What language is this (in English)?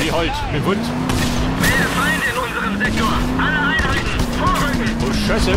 Bavarian